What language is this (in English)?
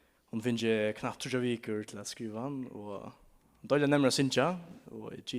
Faroese